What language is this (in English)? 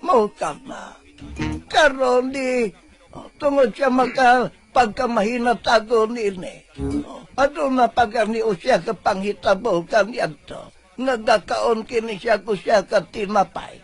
Cebuano